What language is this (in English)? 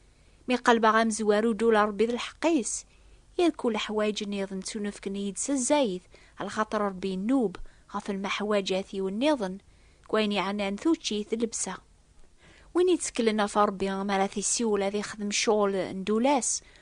Kabyle